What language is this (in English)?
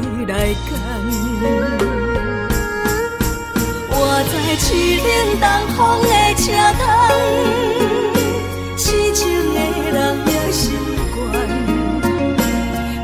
Chinese